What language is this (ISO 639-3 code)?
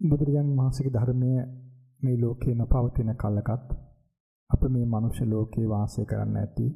sin